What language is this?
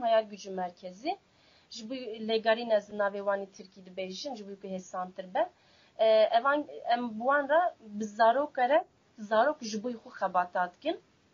Kurdish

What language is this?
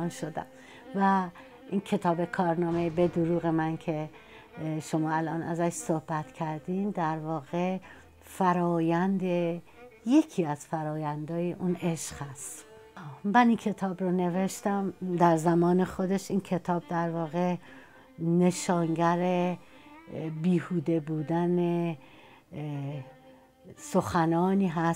Persian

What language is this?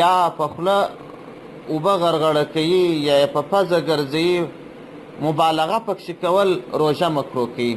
Pashto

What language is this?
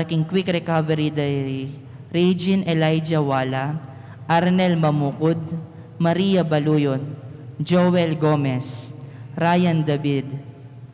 Pampanga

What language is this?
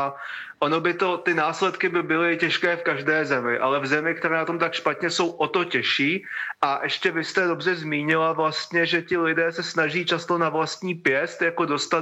Czech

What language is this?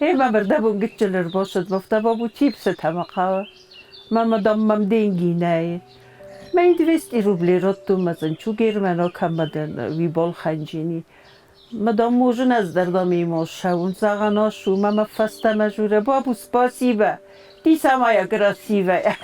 Ossetic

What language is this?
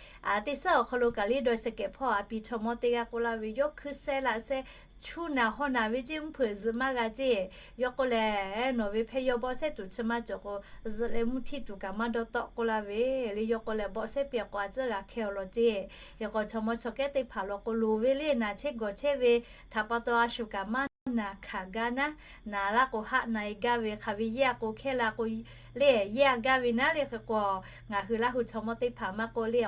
Lahu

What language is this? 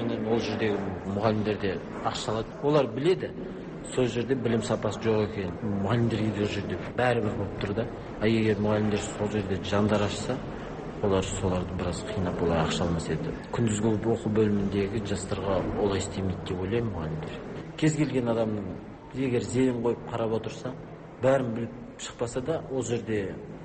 Kazakh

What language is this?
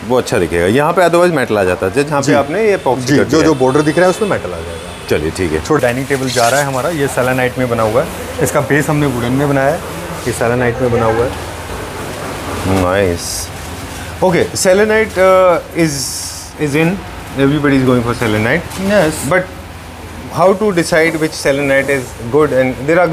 Hindi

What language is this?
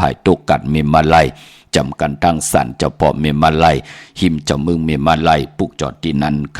Shan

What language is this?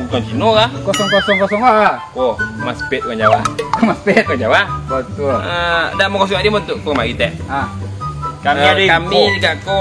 Minangkabau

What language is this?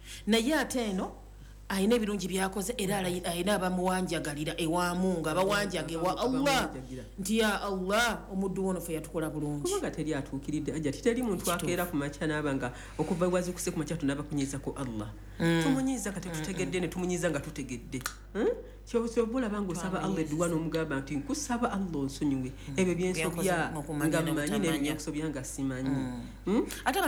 Ganda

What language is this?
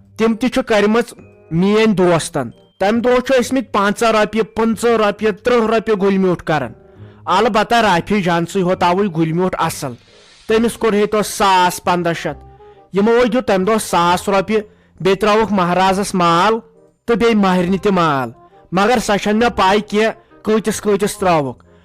Kashmiri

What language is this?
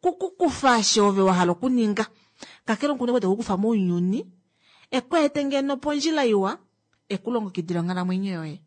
Kuanyama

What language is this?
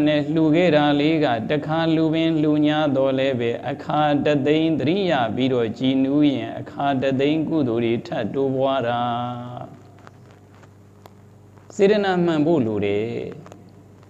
Burmese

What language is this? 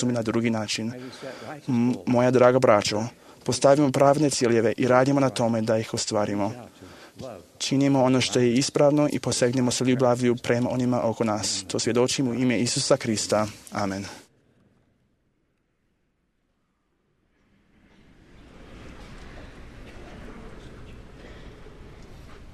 Croatian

